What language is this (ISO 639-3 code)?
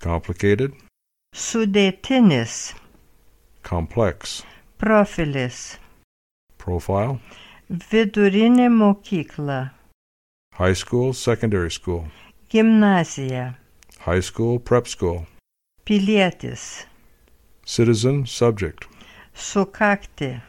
lit